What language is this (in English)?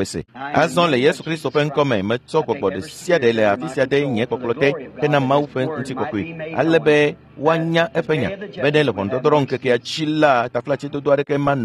Ewe